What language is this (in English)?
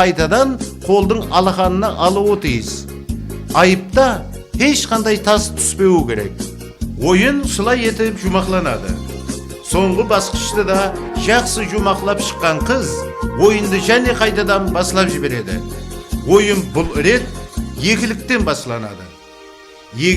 Kara-Kalpak